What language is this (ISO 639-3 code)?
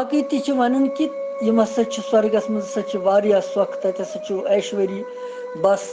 kas